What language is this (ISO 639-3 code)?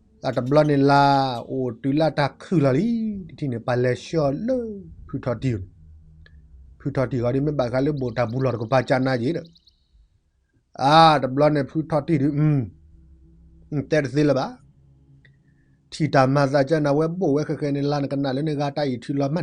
ksw